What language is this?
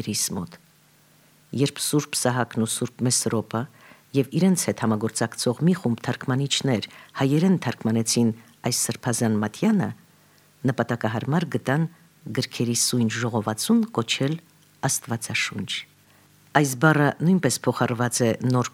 Armenian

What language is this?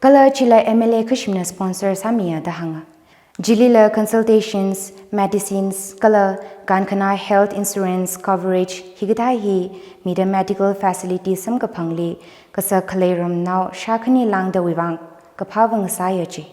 Tangkhul Naga (India)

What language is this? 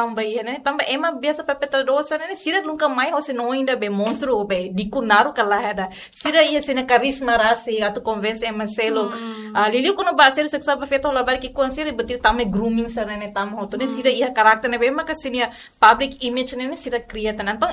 Tetum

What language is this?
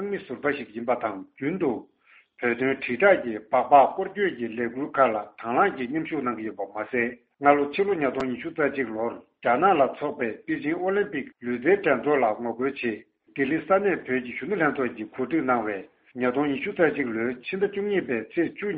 Tibetan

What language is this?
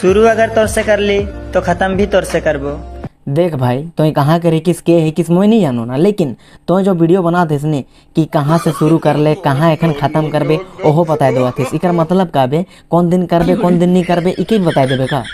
Sadri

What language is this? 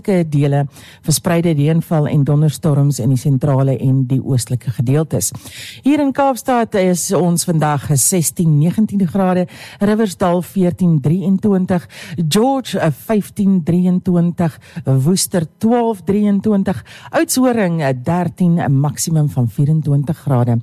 Afrikaans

